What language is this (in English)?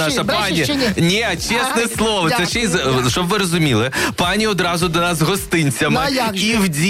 Ukrainian